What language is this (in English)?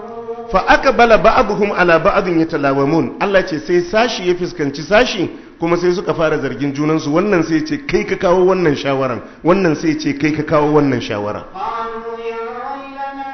Hausa